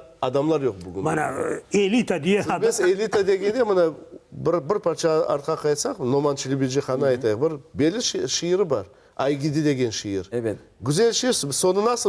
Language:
Crimean Tatar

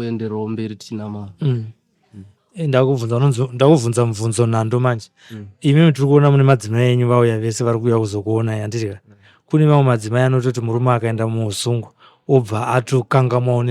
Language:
Shona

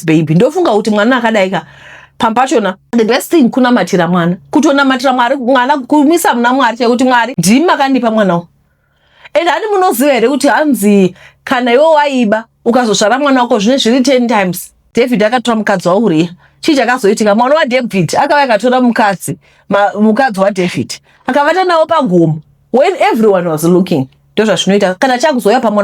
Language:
Shona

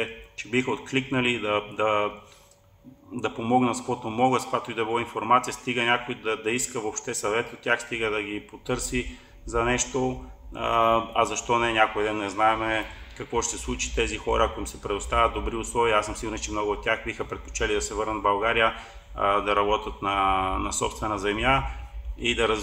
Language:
Bulgarian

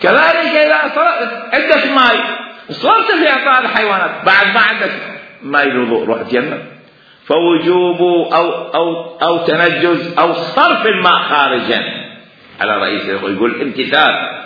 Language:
Mesopotamian Arabic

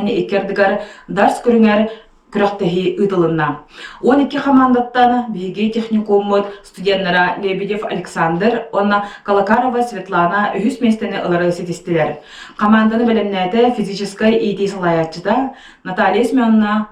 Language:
Yakut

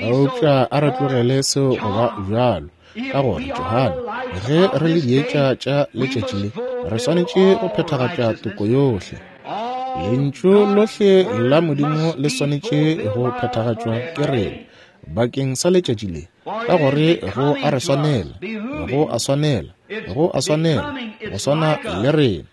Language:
Northern Sotho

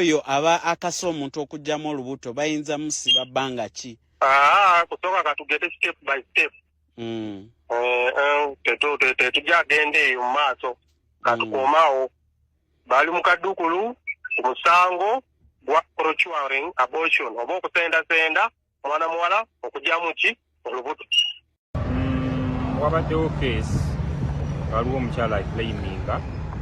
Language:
Ganda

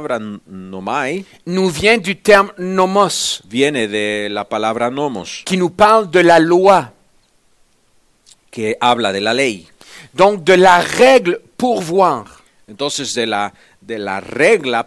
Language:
French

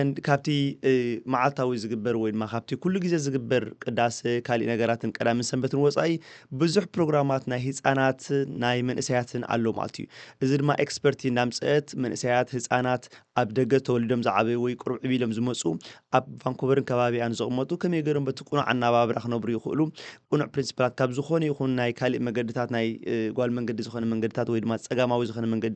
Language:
Tigrinya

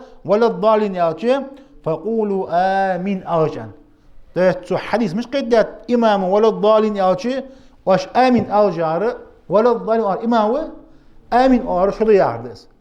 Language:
Ingush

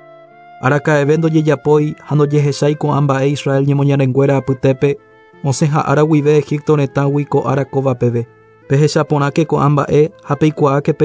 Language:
Guarani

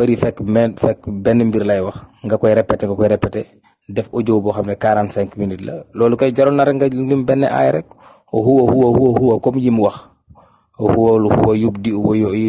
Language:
Wolof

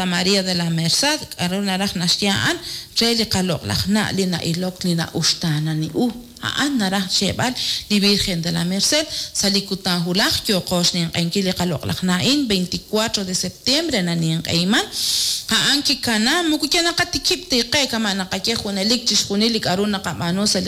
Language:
Kekchí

